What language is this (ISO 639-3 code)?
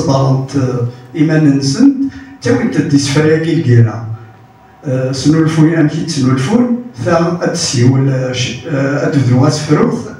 kab